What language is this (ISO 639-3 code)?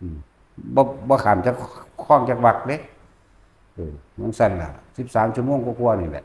tts